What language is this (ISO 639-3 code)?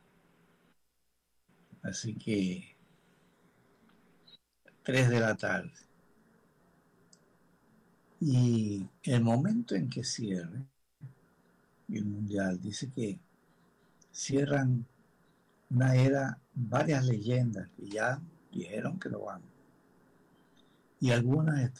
spa